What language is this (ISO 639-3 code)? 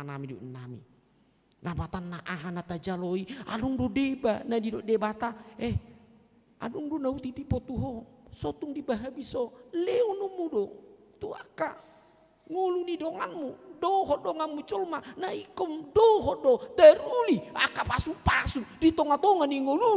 bbc